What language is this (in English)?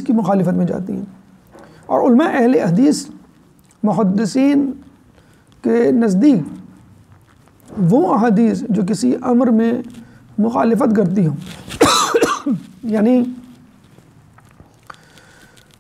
Urdu